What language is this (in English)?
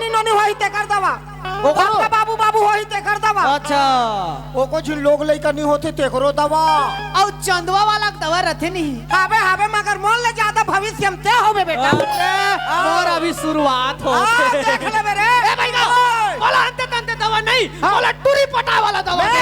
Chhattisgarhi